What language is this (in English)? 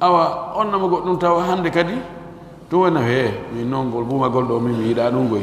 Pular